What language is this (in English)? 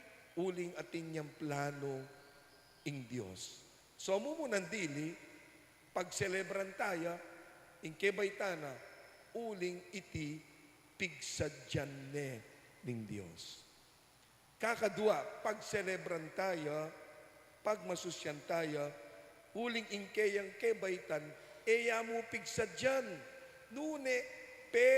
Pampanga